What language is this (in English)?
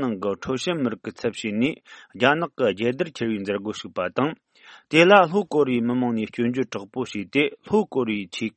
Tibetan